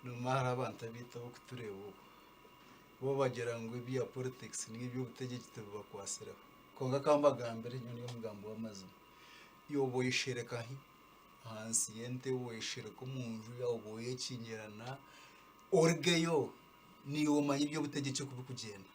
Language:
Nyankole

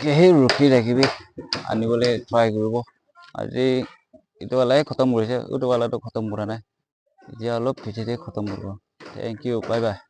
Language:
Naga Pidgin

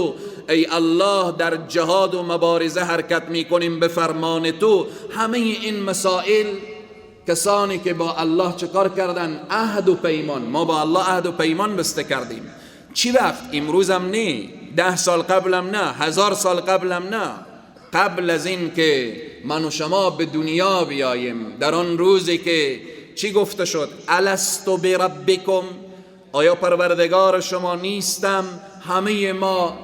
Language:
Persian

